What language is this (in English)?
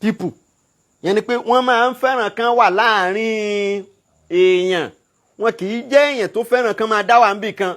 Yoruba